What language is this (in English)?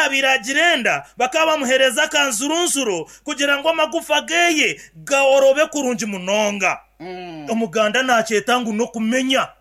Nyankole